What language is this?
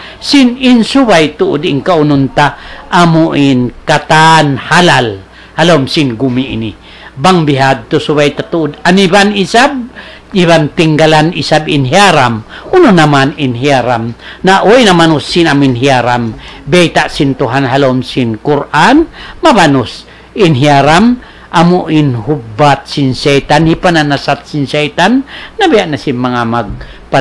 Tausug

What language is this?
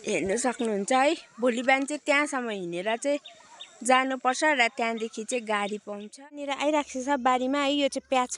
Nepali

